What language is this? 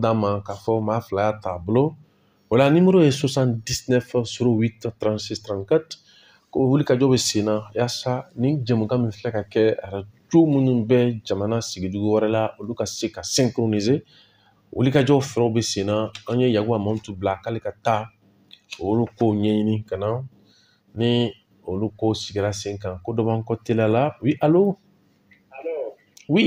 Bambara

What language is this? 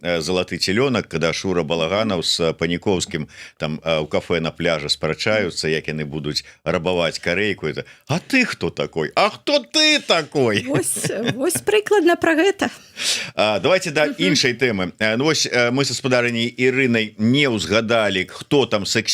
Belarusian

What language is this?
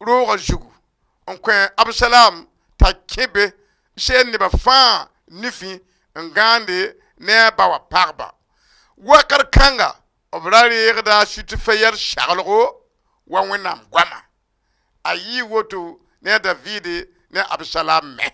Mossi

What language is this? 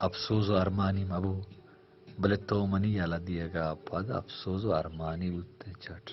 Baluchi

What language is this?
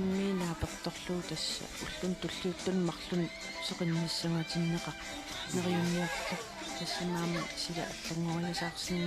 Kalaallisut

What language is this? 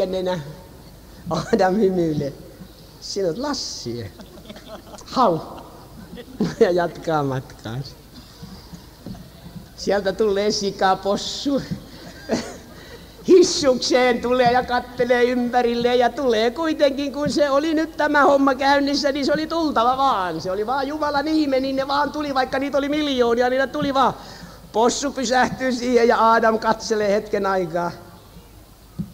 Finnish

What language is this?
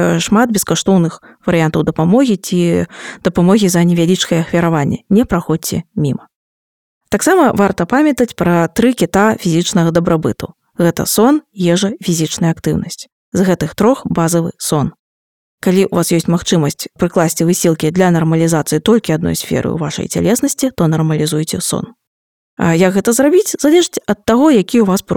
Belarusian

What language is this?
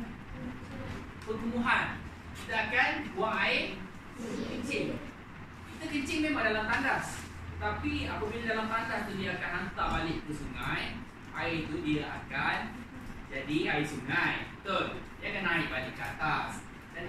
Malay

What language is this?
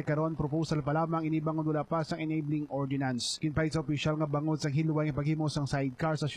Hiligaynon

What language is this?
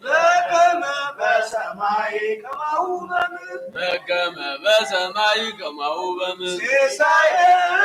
Geez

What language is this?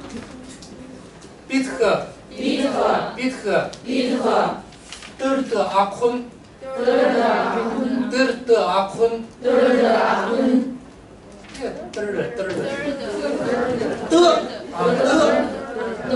Chinese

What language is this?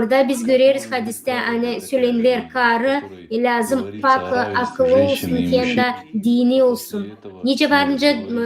Gagauz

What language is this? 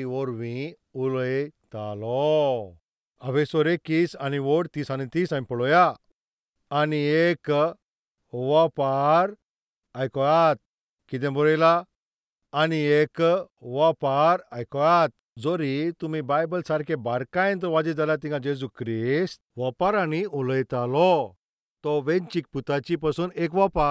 Konkani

